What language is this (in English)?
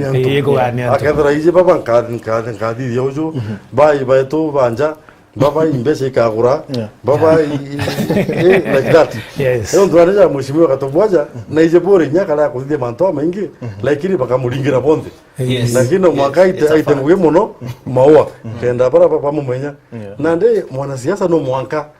Meru